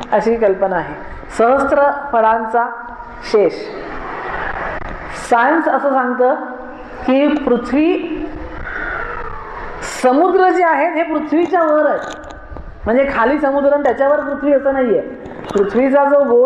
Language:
Marathi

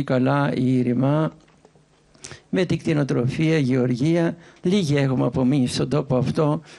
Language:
Greek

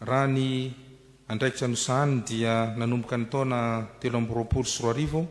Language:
Malagasy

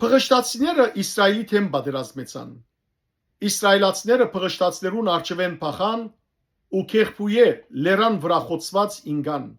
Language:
Western Armenian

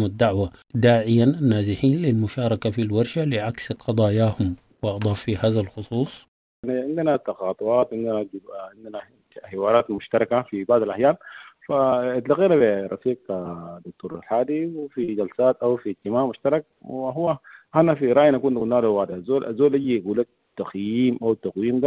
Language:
Sudanese Arabic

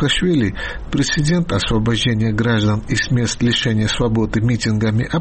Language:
Russian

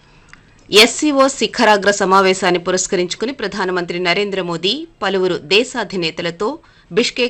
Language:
Telugu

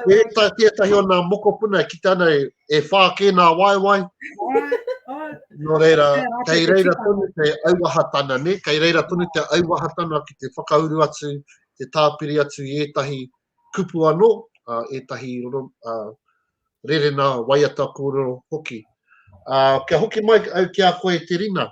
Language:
Māori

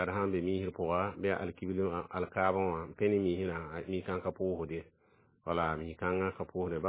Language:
Mossi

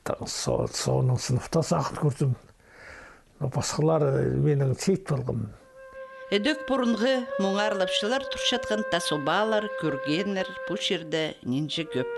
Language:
Khakas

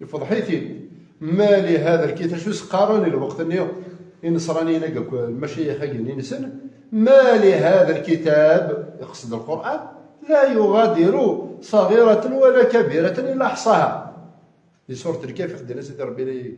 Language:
Kabyle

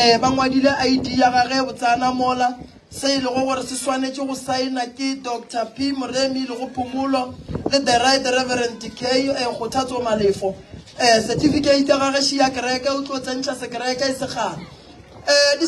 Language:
Northern Sotho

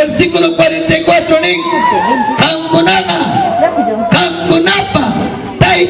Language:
Ayacucho Quechua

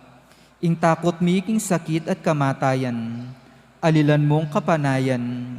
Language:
Pampanga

